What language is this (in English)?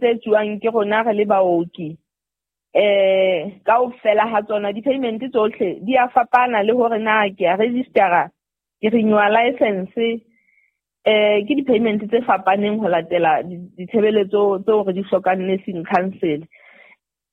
Southern Sotho